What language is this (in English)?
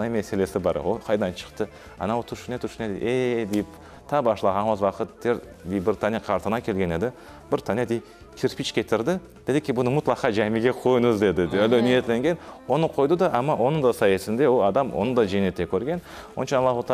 Crimean Tatar